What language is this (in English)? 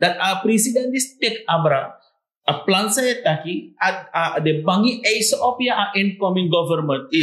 Sranan Tongo